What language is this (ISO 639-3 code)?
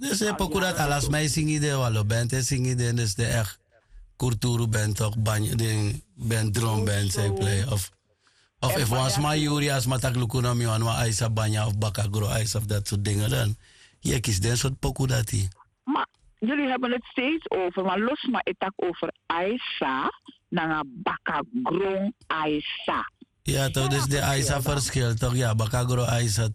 srn